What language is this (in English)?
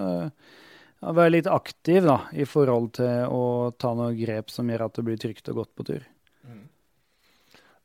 Norwegian